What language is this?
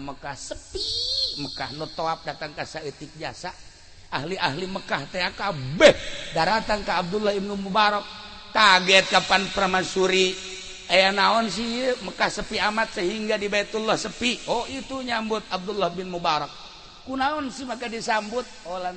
Sundanese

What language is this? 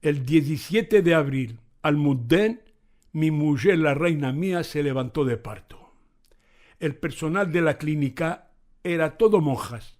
Ladino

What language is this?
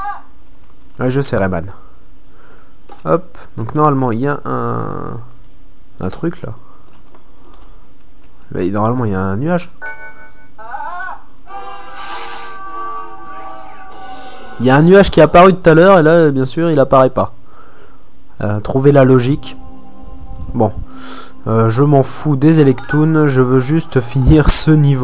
French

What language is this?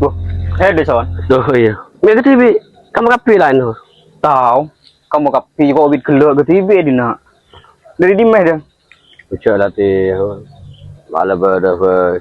Madurese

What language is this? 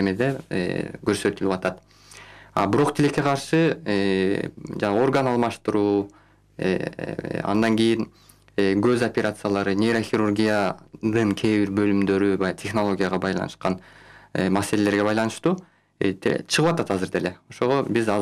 Kyrgyz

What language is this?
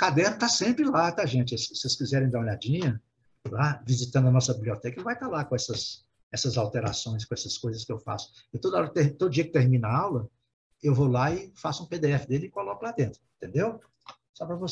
Portuguese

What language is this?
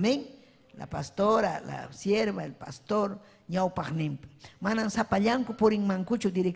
Ayacucho Quechua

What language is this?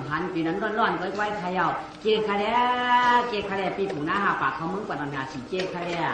Shan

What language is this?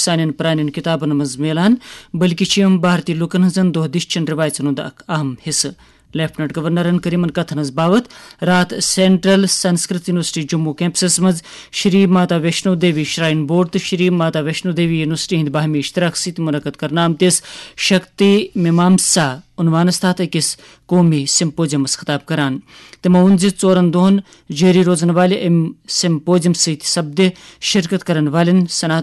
Kashmiri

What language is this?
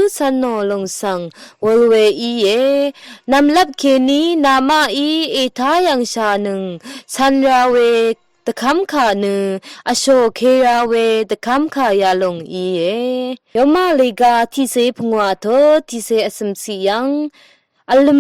Rawang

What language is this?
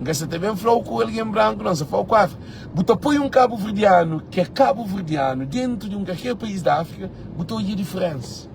Kabuverdianu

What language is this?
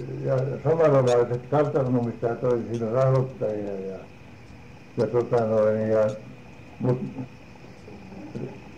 Finnish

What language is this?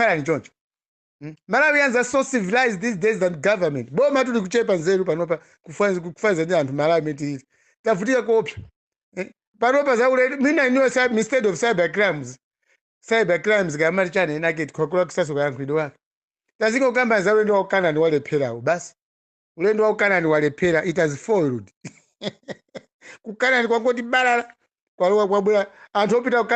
Nyanja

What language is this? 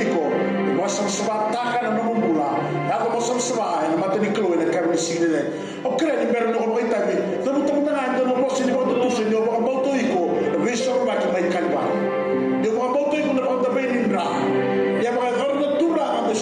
Fijian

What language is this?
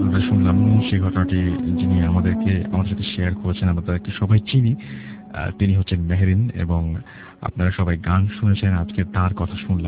Bangla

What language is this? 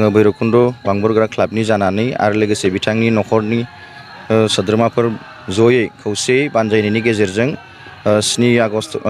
Bodo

